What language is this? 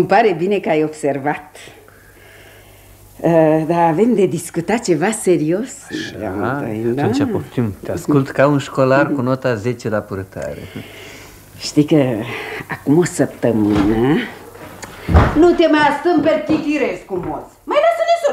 Romanian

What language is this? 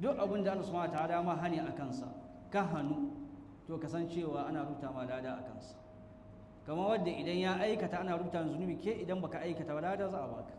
Hausa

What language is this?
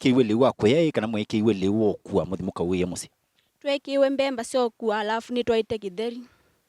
Kamba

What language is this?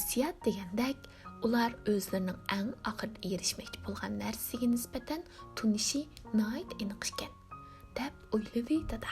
Uyghur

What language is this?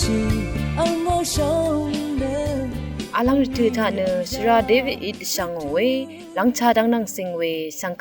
Rawang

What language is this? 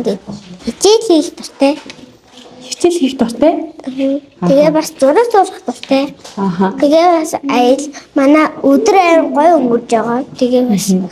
Mongolian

